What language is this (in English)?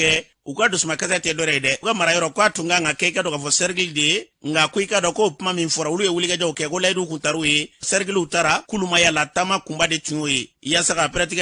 Bambara